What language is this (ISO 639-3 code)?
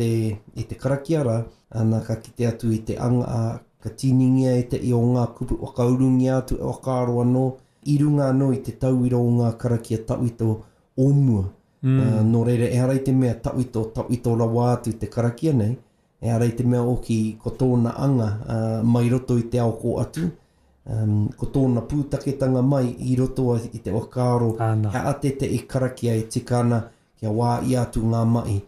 mri